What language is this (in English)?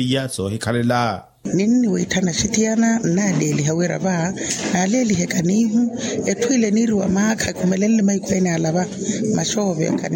Makhuwa